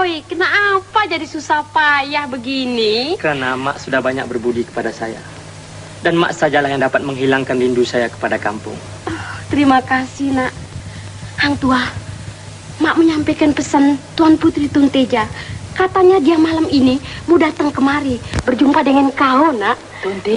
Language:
Malay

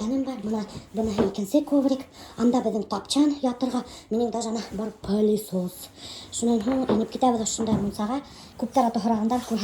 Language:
Bashkir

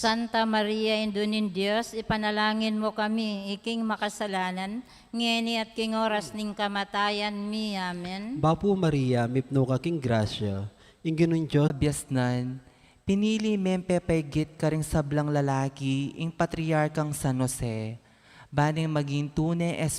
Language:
Pampanga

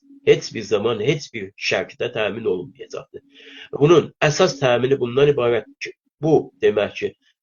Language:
South Azerbaijani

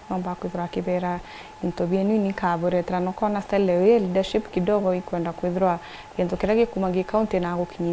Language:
Meru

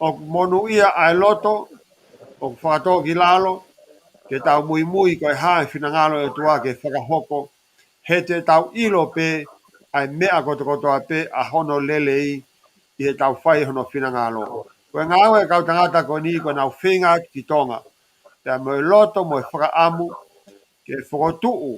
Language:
Tongan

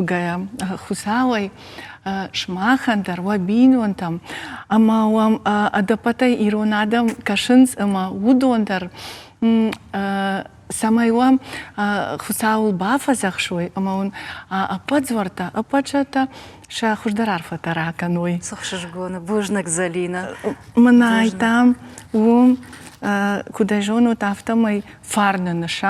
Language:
Ossetic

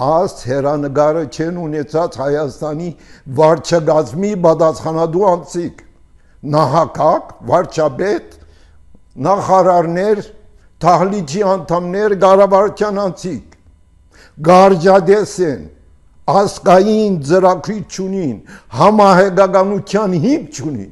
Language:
Armenian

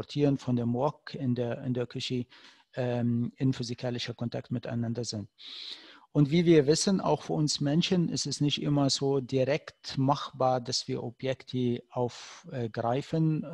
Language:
German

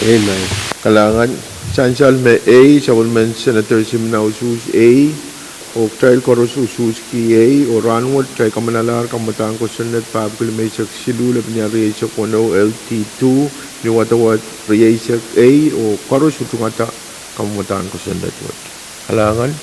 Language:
Pohnpeian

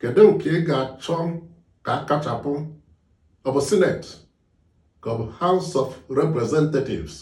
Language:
Igbo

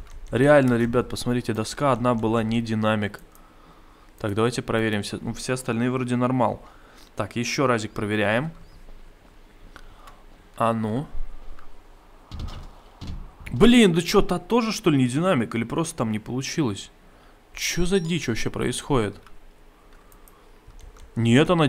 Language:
Russian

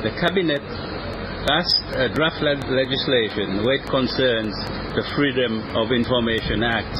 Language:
Seselwa Creole French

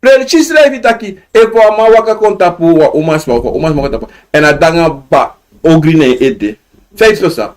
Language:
Sranan Tongo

